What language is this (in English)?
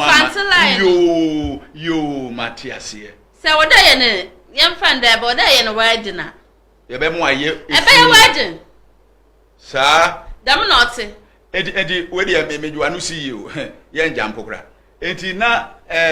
Akan